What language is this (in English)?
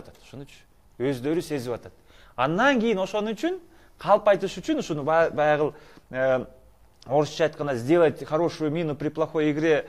Kyrgyz